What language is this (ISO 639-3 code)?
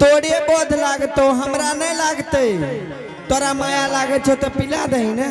anp